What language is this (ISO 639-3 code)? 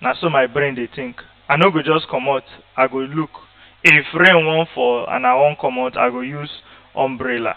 pcm